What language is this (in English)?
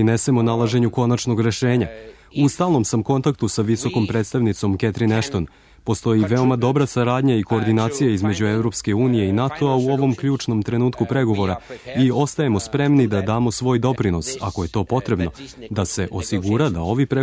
Serbian